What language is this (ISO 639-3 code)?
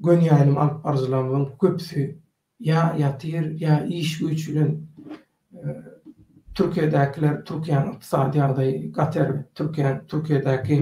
tuk